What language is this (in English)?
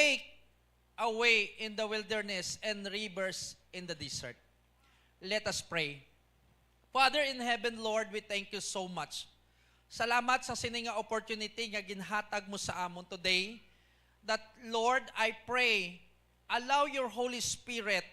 Hiligaynon